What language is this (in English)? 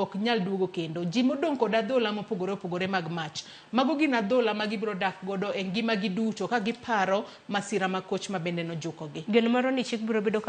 Luo (Kenya and Tanzania)